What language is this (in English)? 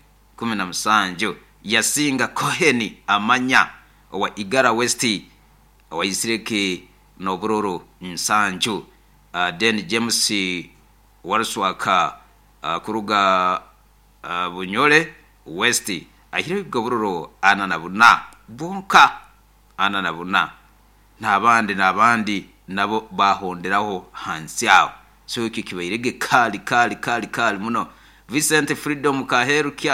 Nyoro